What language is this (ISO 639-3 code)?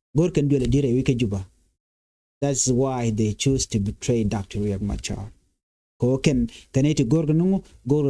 nus